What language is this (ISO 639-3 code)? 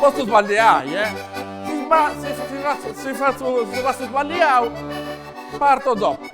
srd